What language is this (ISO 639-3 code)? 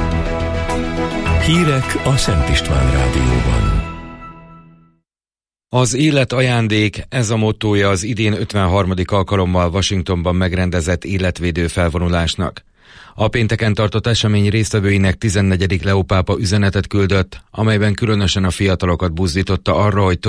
hun